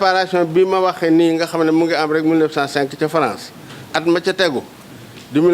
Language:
Wolof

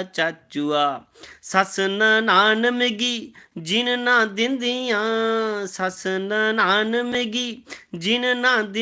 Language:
Dogri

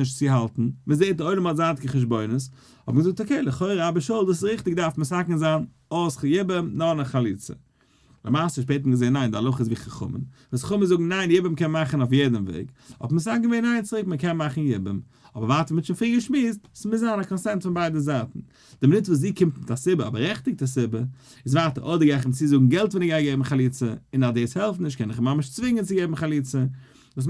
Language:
Yiddish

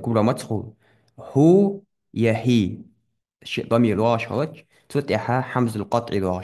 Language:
Ingush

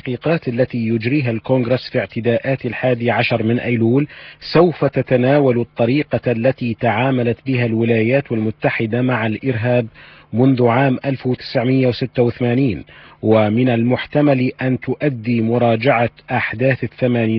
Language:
Arabic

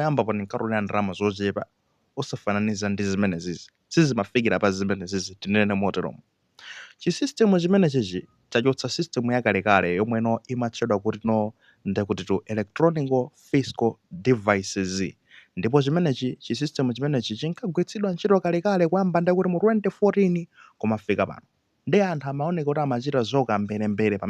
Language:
Nyanja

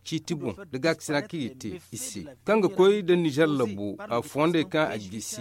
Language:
Zarma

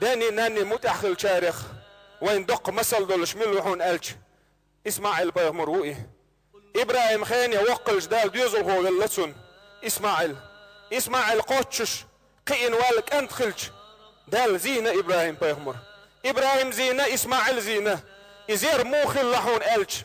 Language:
Chechen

